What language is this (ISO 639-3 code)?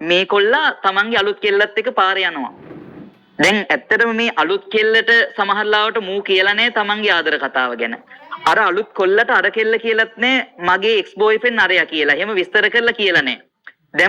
sin